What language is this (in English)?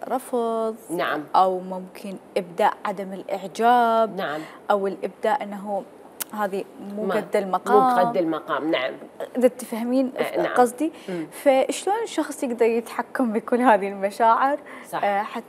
Mesopotamian Arabic